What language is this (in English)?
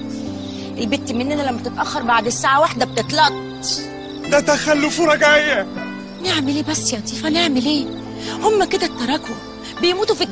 Egyptian Arabic